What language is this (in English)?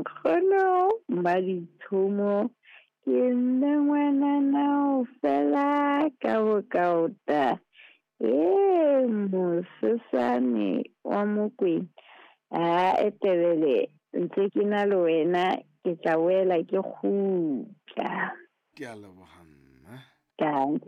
Southern Sotho